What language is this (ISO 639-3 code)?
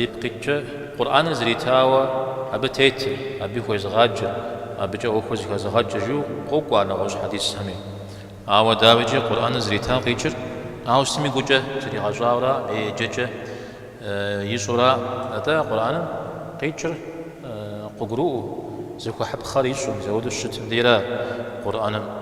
kbd